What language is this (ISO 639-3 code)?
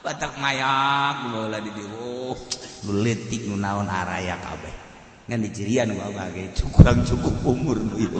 sun